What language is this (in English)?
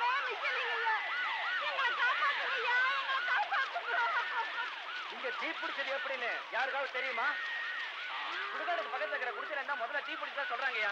Tamil